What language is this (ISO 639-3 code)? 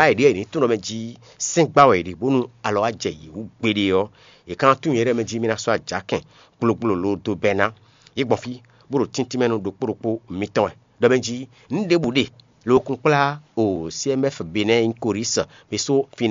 fon